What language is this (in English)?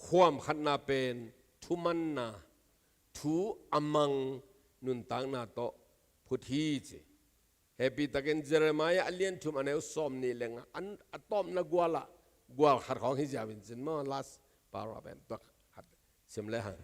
Tedim Chin